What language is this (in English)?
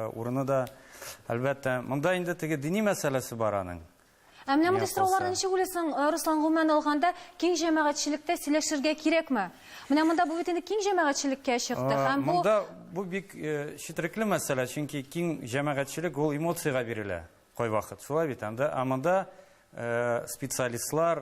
Tatar